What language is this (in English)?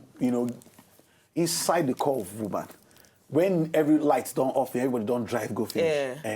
Nigerian Pidgin